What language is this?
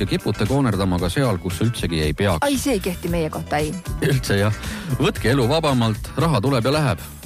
Estonian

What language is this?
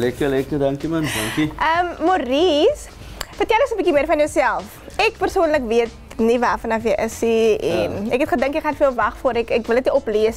Afrikaans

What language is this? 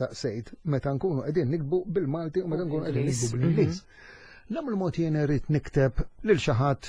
Maltese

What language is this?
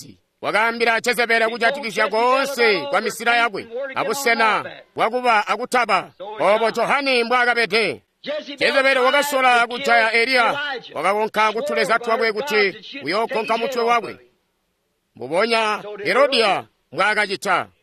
Tonga (Zambia)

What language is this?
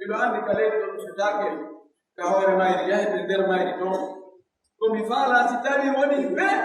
Pular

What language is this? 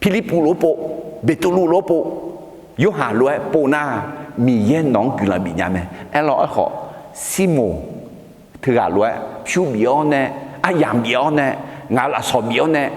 Akha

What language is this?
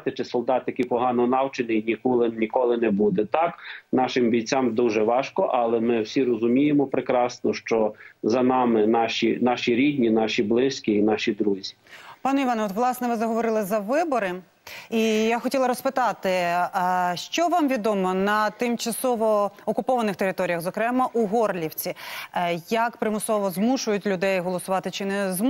Ukrainian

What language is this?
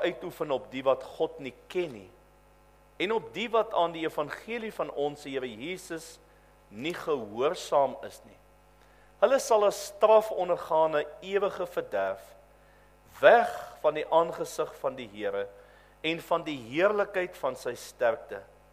Afrikaans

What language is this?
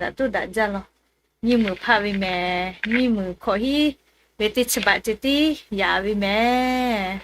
Lahu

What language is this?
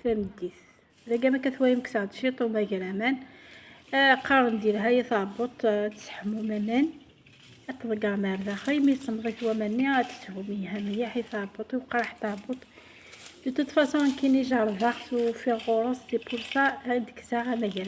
Kabyle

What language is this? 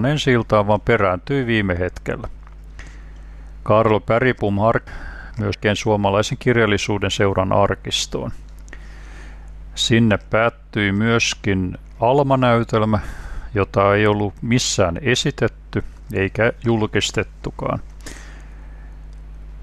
Finnish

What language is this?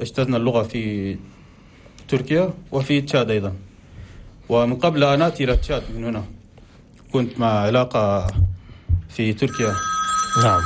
Chadian Arabic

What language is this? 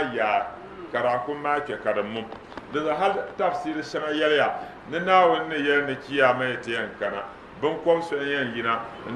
Dagbani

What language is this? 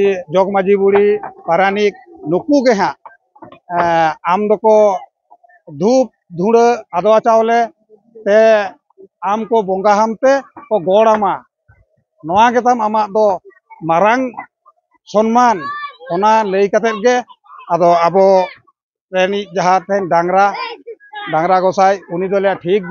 Santali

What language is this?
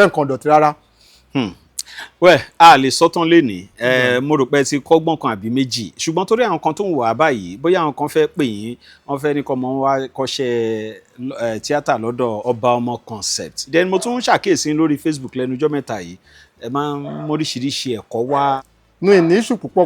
Yoruba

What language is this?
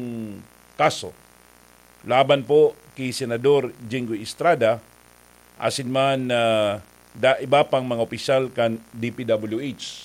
Bikol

